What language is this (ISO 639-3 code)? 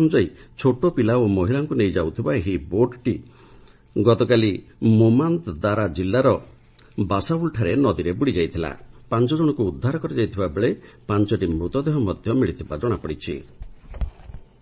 ori